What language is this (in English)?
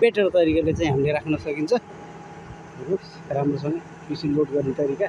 Nepali